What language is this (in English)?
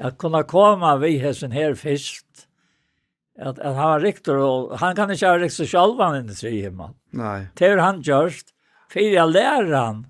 Faroese